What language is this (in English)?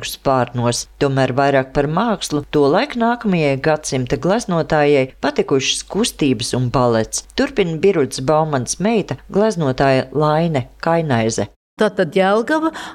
Latvian